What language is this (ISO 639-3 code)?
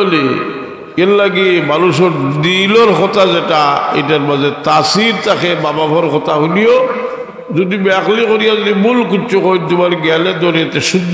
syl